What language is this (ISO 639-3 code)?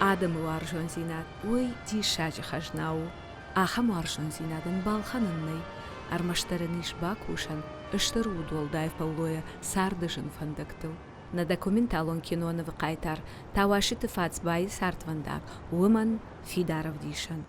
oss